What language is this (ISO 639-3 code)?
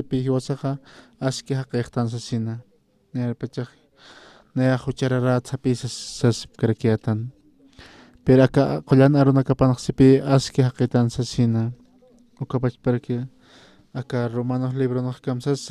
aym